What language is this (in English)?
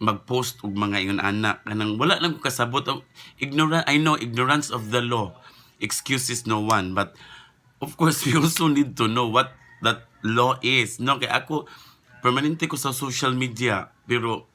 Cebuano